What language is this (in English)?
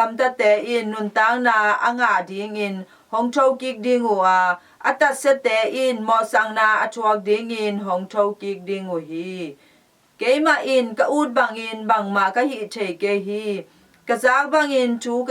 Tedim Chin